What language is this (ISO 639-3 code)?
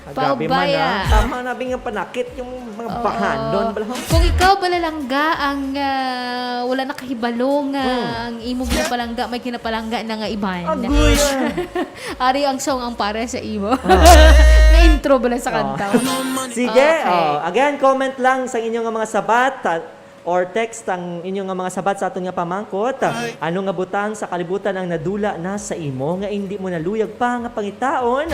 hil